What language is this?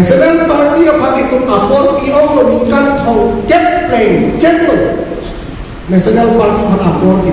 Karbi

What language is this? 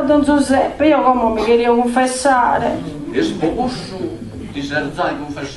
Sardinian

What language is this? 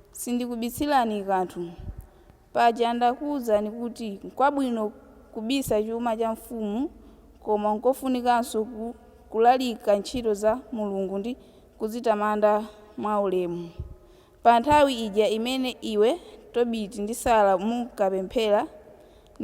Nyanja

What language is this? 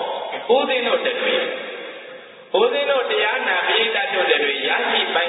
Burmese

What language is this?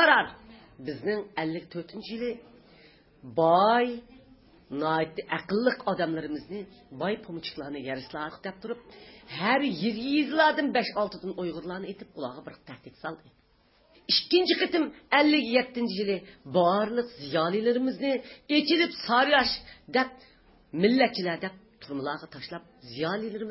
Uyghur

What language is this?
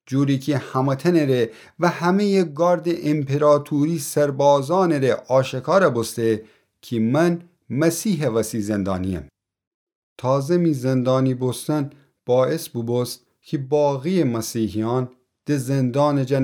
Gilaki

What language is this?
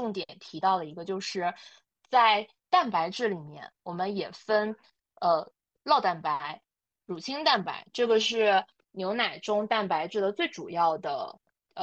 Chinese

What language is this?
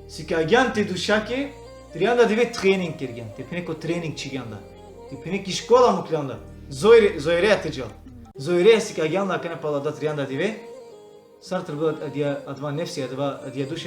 Balkan Romani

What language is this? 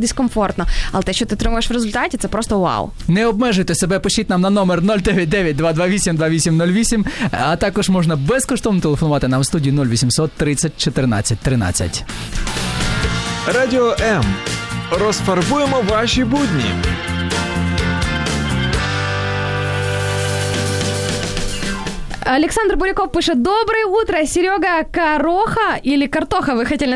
Ukrainian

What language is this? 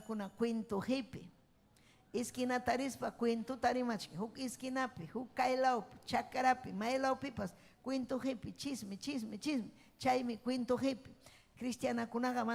Ayacucho Quechua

